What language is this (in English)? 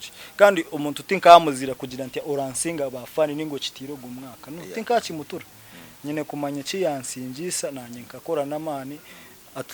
Nyankole